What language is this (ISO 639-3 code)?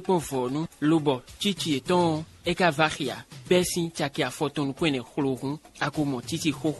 fon